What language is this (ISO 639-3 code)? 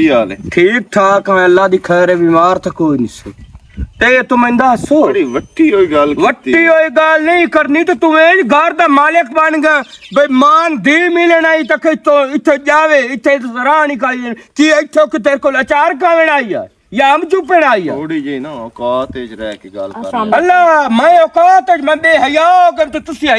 lah